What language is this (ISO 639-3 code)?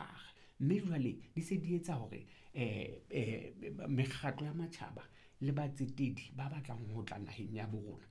sot